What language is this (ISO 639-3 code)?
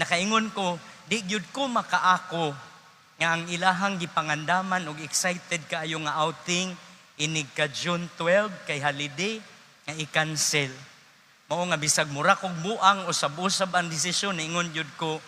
ceb